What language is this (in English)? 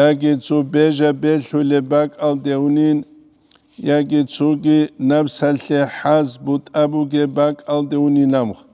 Avaric